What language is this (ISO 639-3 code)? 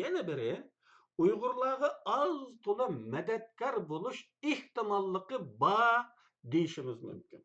uig